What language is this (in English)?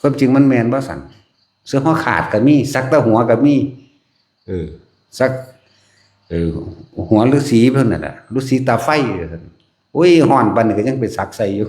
Northeastern Thai